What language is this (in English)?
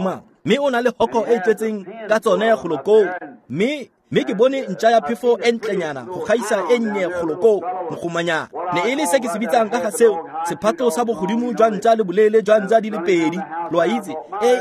Tswana